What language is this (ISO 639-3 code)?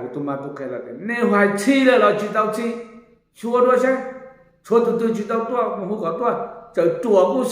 hmn